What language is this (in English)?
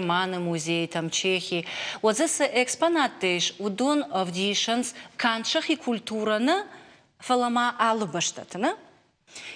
Ossetic